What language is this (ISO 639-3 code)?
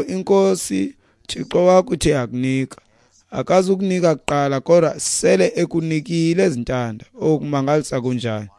xho